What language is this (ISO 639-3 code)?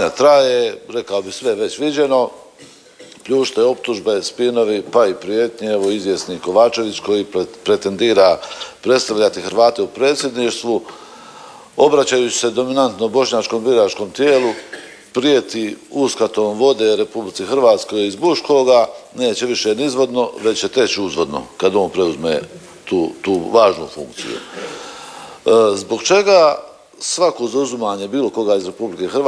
hrv